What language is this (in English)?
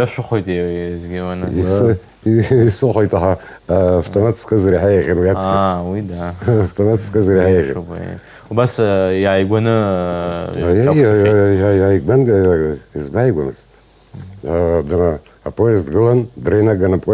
Abkhazian